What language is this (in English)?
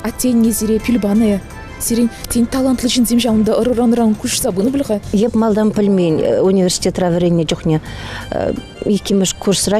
Chuvash